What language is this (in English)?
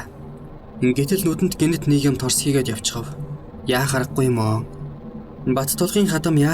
Mongolian